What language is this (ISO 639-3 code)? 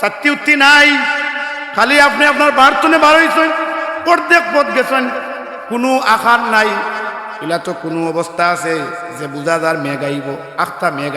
syl